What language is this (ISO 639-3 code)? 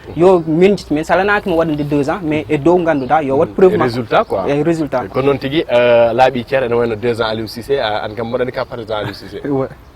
ful